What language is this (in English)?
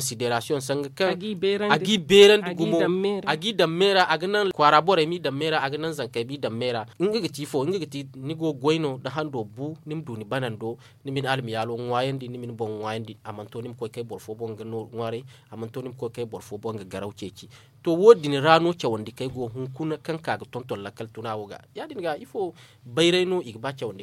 Zarma